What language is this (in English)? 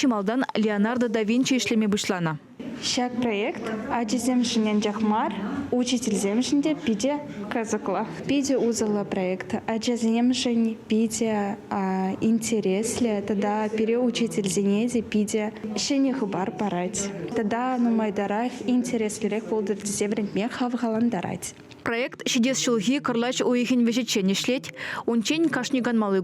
Chuvash